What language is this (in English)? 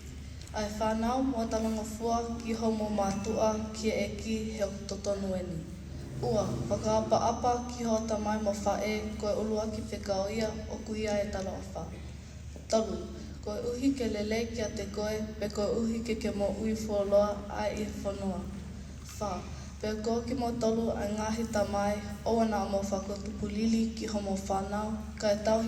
Tongan